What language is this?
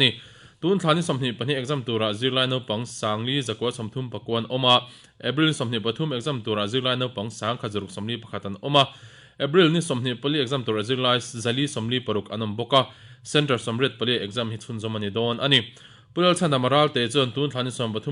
Mizo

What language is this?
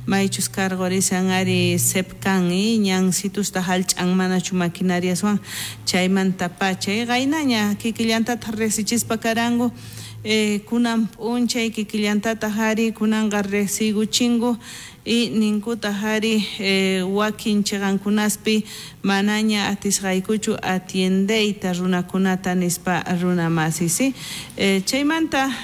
South Bolivian Quechua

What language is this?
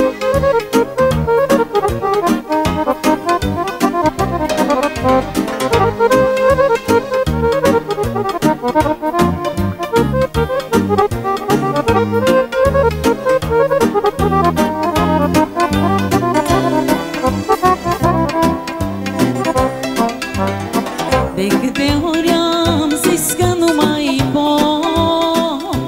Romanian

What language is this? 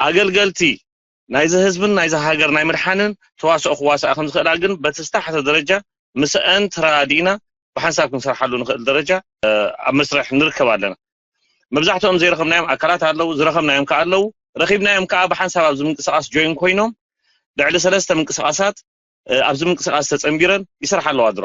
Tigrinya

